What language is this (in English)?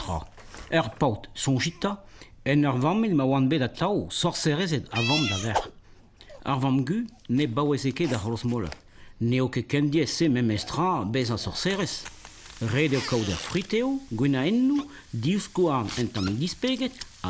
Breton